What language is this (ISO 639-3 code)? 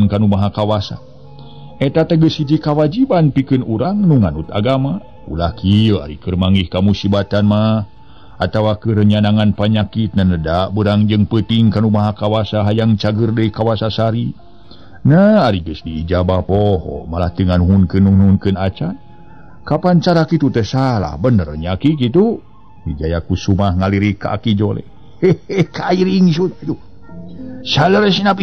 sun